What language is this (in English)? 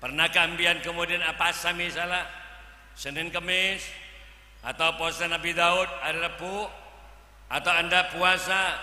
Madurese